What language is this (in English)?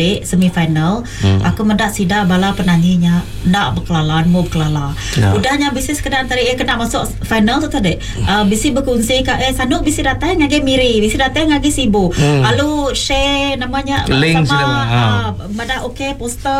Iban